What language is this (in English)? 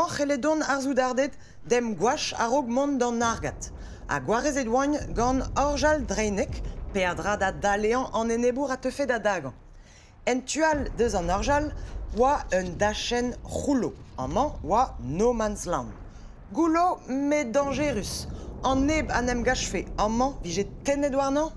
Breton